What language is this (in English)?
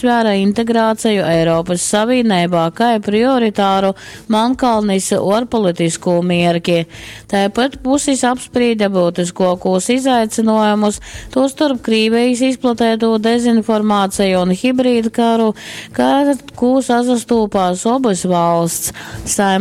Latgalian